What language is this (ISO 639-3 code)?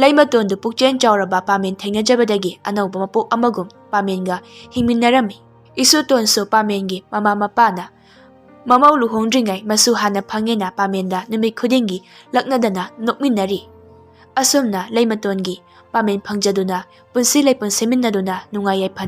mni